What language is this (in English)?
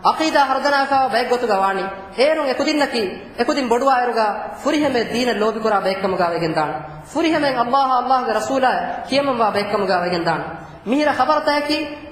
Divehi